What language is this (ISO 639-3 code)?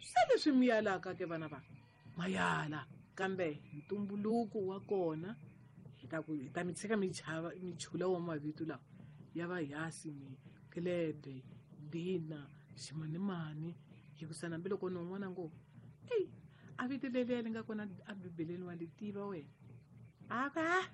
tso